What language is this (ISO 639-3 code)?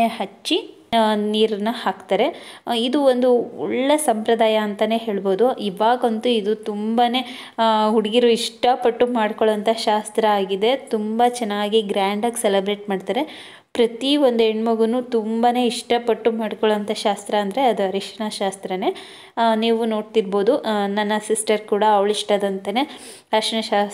kan